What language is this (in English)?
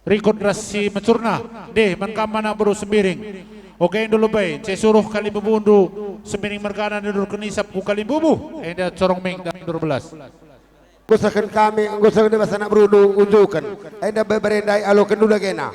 Batak Karo